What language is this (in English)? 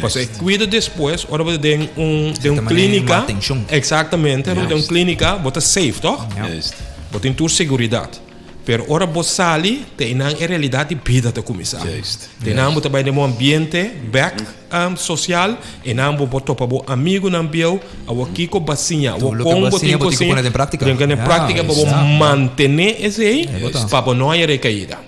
Papiamento